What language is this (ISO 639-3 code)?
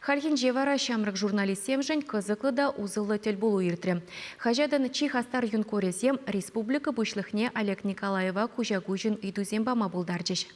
chv